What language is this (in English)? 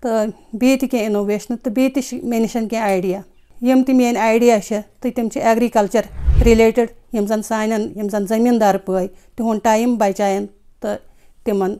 Kashmiri